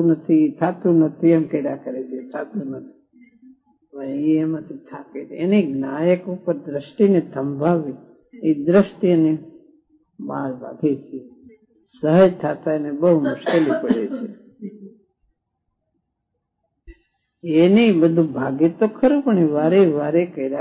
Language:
Gujarati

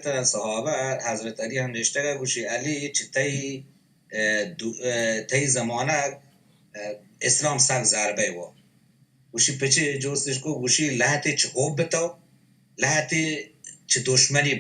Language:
Baluchi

